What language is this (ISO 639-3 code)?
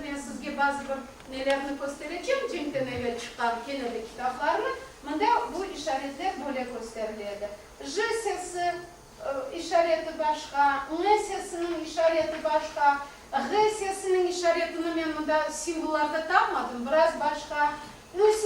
crh